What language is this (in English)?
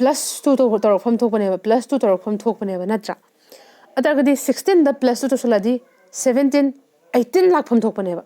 Manipuri